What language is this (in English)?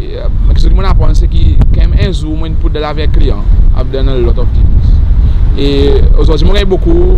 Seselwa Creole French